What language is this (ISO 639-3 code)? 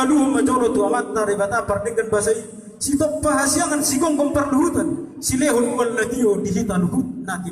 bbc